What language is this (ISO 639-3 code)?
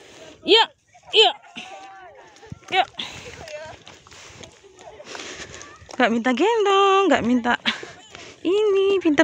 ind